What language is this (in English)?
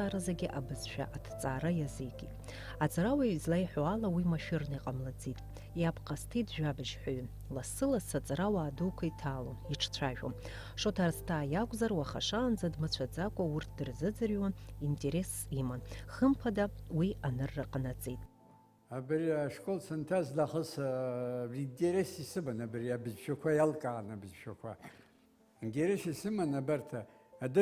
Abkhazian